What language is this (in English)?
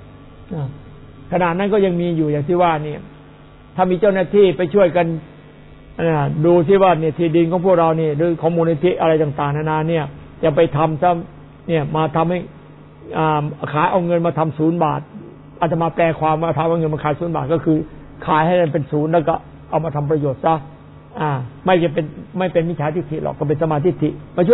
Thai